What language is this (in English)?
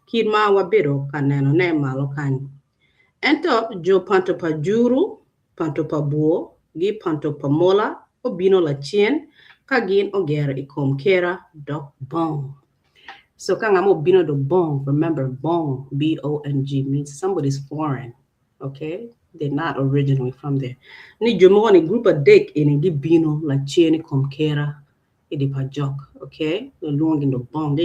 Acoli